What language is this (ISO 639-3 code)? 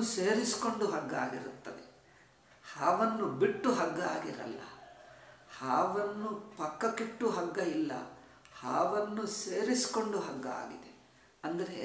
kan